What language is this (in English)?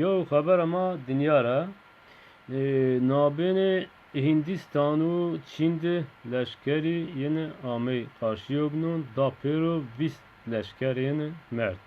Zaza